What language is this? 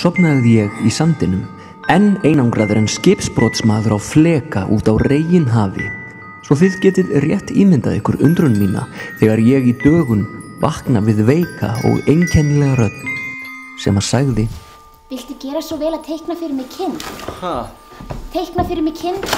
Icelandic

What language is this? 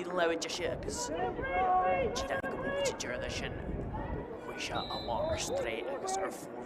Irish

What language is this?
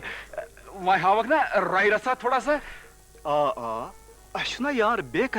Kashmiri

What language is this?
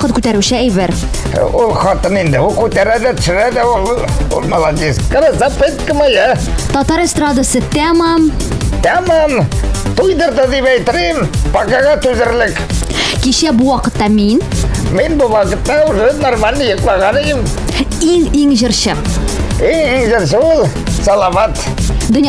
Tatar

